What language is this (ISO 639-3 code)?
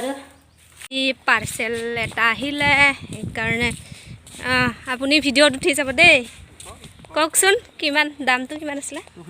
asm